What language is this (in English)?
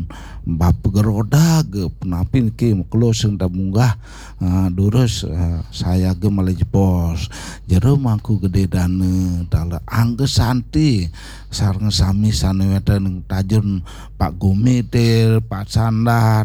Balinese